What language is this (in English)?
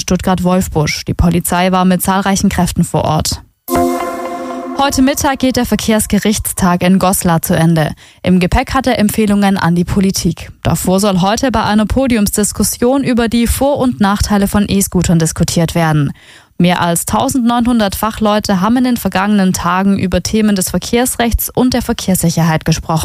German